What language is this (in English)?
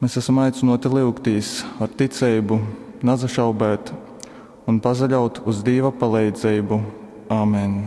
Latgalian